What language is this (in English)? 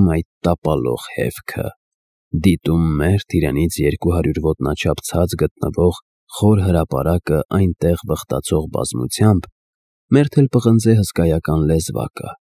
Armenian